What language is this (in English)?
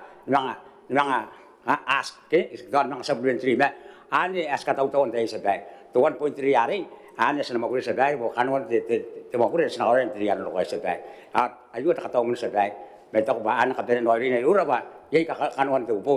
Gilbertese